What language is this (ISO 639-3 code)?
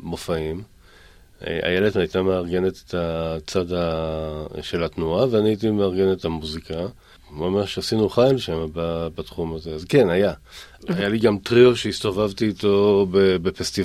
heb